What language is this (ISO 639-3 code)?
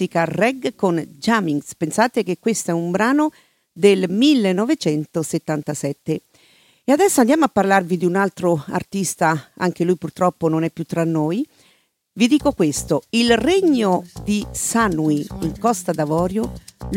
ita